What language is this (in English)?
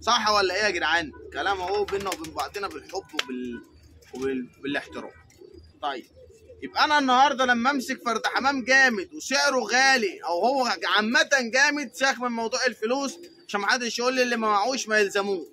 Egyptian Arabic